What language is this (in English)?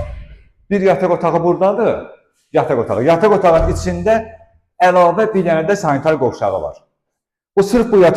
Azerbaijani